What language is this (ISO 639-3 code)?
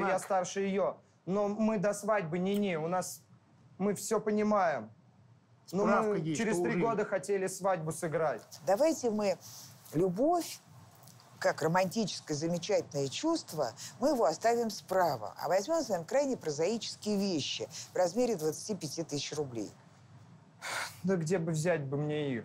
rus